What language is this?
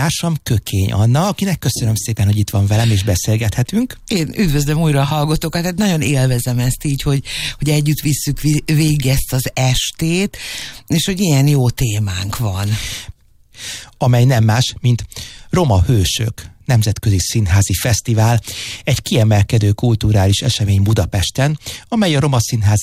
Hungarian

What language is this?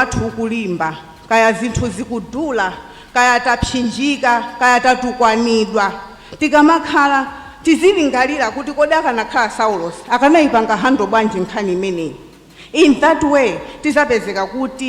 Nyanja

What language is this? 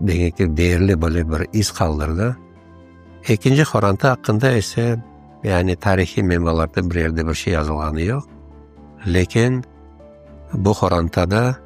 Crimean Tatar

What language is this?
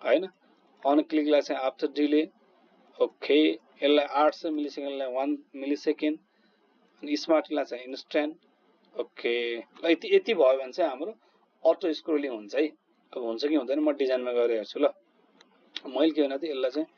Nepali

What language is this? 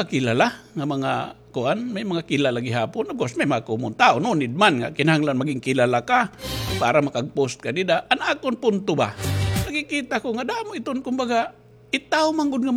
Waray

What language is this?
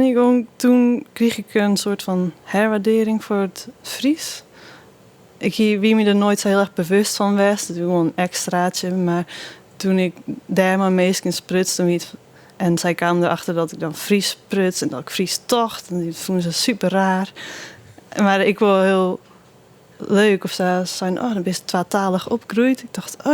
Western Frisian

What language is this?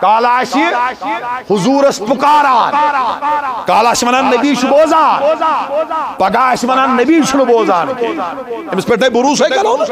Kashmiri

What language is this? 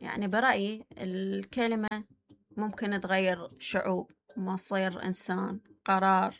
Mesopotamian Arabic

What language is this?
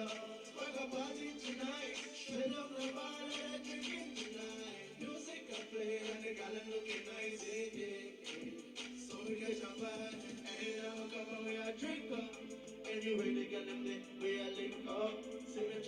Jamaican Creole English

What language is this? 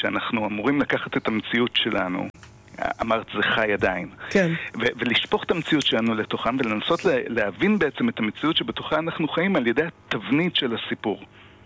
Hebrew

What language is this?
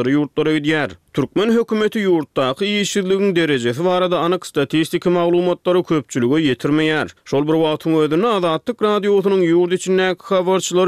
Turkmen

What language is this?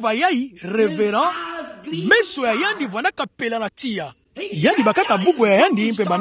Kituba (Democratic Republic of Congo)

